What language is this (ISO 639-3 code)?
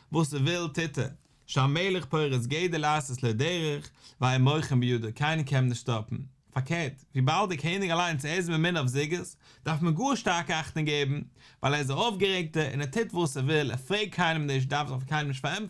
yid